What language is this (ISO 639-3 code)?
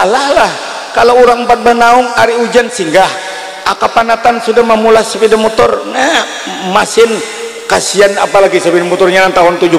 bjn